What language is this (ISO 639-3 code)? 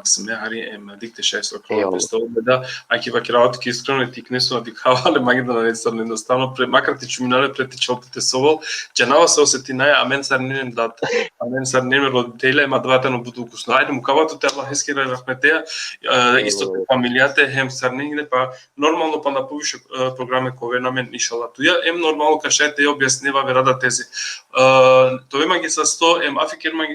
rmn